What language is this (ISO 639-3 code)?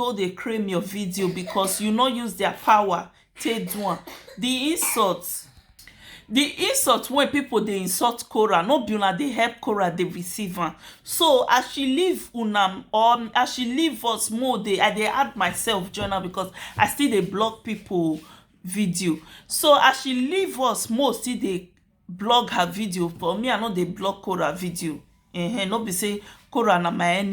pcm